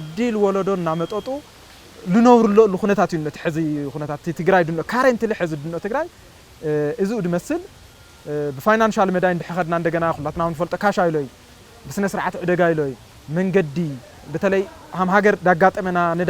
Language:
Tigrinya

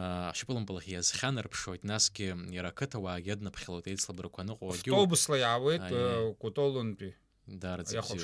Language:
Abkhazian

